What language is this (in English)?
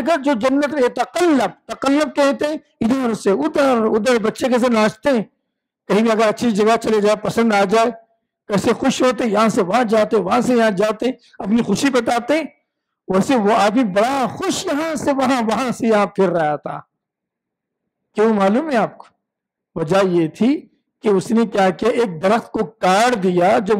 Urdu